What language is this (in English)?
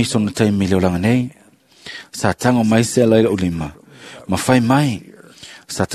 Samoan